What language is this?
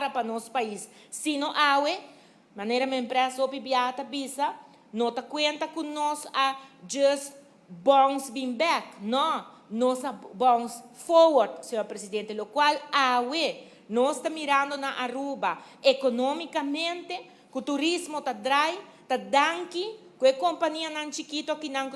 Papiamento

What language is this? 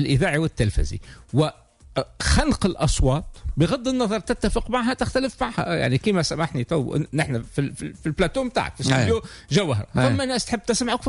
Tunisian Arabic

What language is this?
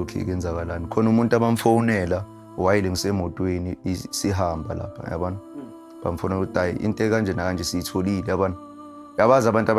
Zulu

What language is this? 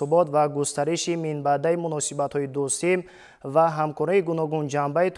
Tajik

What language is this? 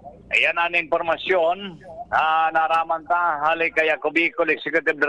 Bikol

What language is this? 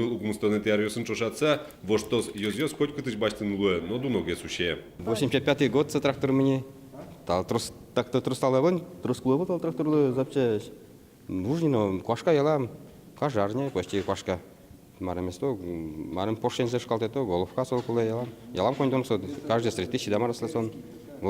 Udmurt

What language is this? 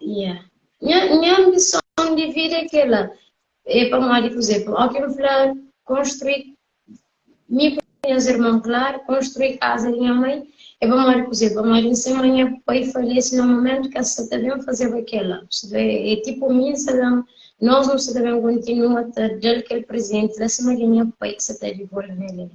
Kabuverdianu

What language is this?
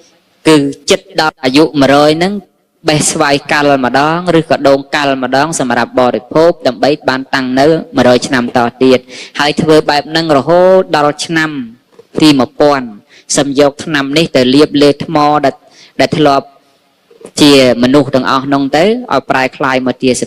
Khmer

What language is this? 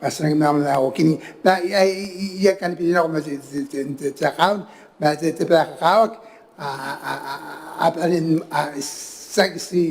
Gilbertese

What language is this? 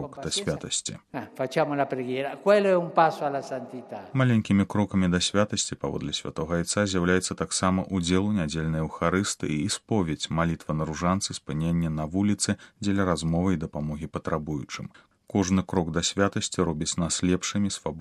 Belarusian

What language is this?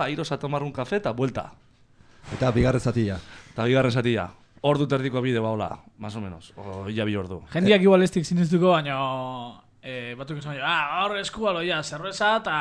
Basque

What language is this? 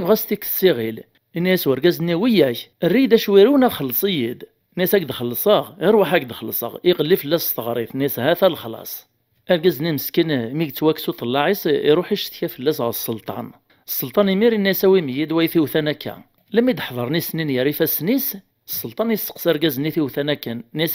Kabyle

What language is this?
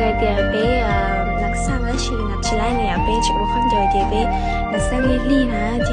Hmong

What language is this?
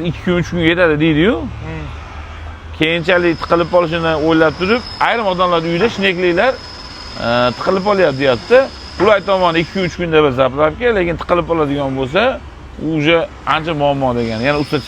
Uzbek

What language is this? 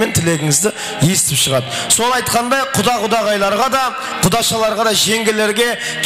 Kara-Kalpak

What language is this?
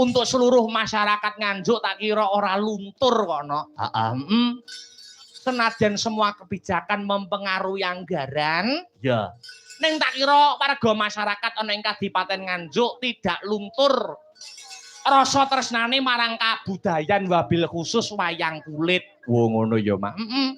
Javanese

